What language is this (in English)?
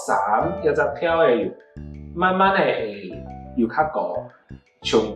Hakka Chinese